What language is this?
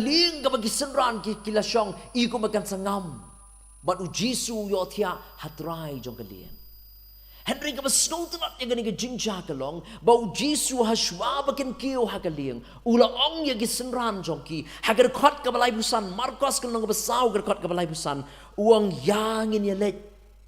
Khasi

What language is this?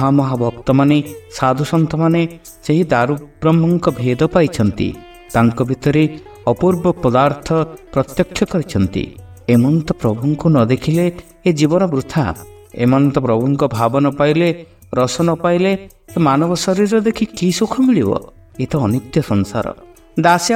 Odia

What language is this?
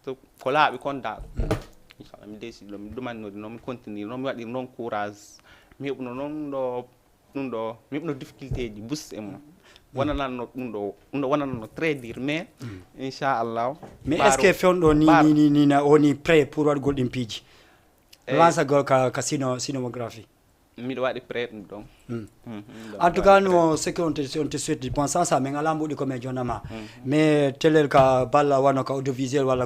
Fula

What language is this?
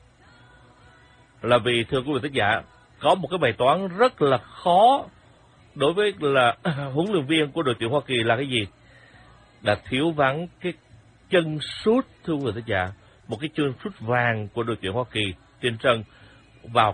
Vietnamese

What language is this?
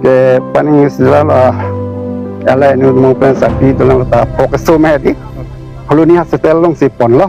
Karbi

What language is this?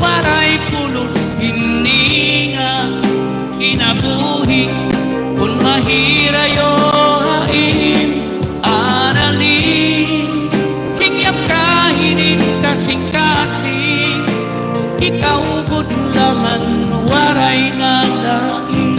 Waray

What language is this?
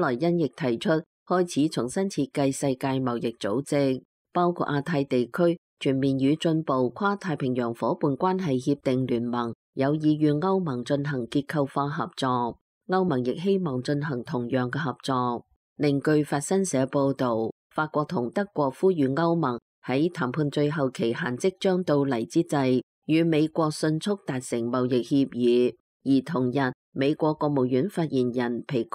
Cantonese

